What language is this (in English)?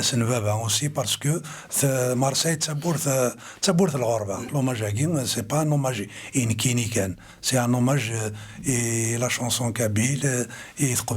Kabyle